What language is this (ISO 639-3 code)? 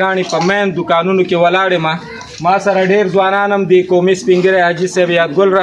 pus